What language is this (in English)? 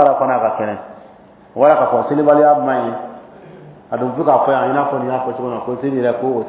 Dyula